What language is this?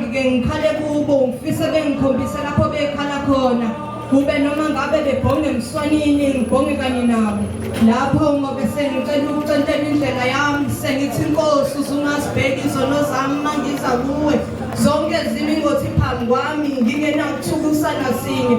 Zulu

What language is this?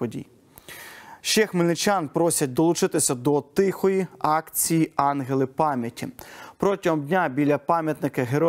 Ukrainian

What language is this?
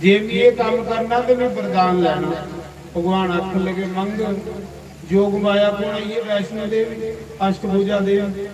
Dogri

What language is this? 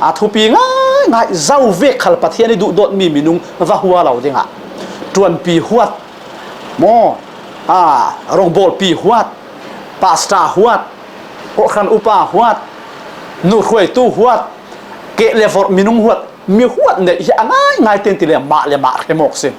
Falam Chin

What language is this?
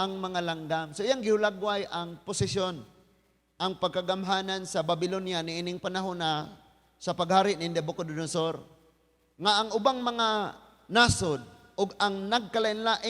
Cebuano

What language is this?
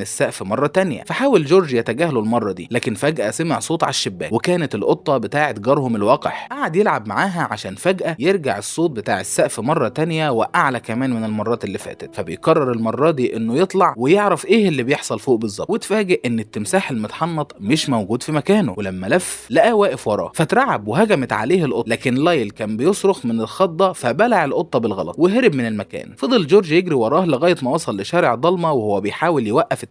Egyptian Arabic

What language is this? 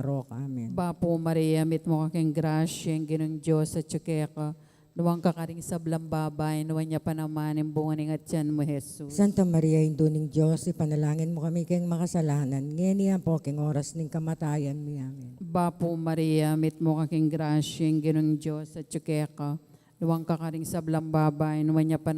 Pampanga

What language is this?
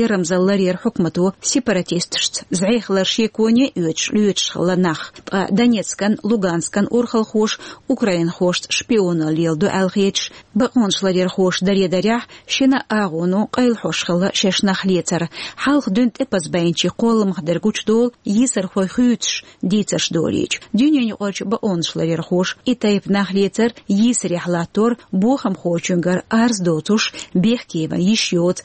Chechen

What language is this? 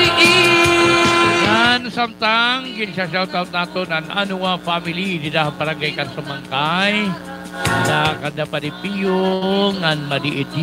Waray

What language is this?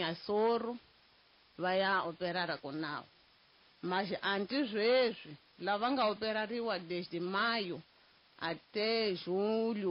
Tsonga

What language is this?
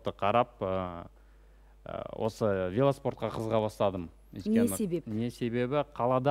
Kazakh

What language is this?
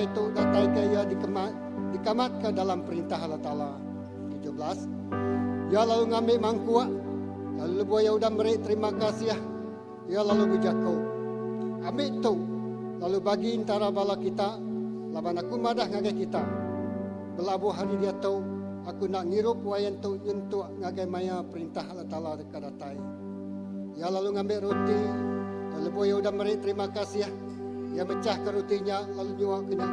Iban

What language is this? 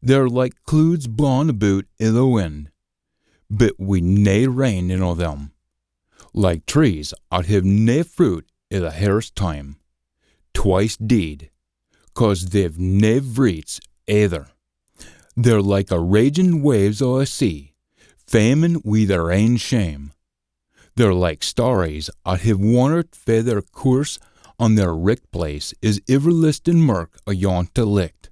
Scots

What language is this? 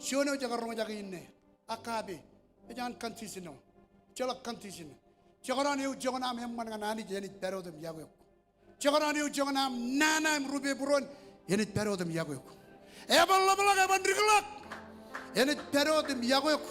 Marshallese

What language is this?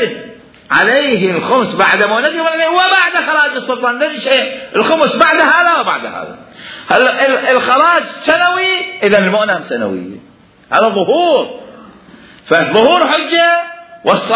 Mesopotamian Arabic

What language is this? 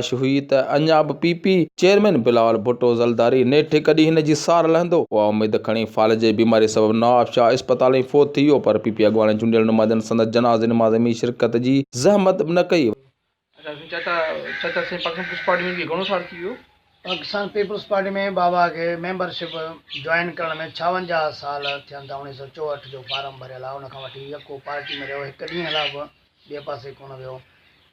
Sindhi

